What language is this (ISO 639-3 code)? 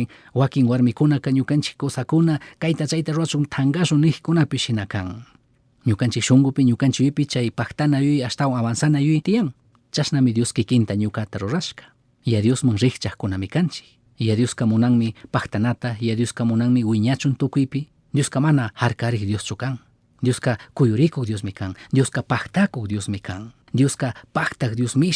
qug